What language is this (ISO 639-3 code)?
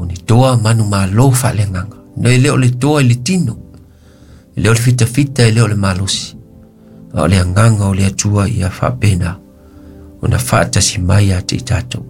smo